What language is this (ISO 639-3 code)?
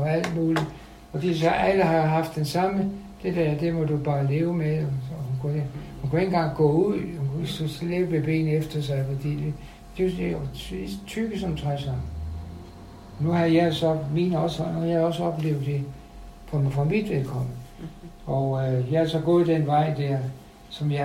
dan